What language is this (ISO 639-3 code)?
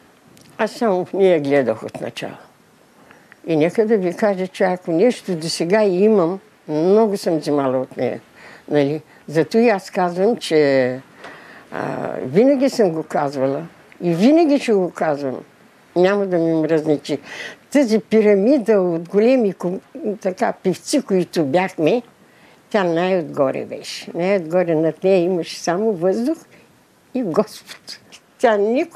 bul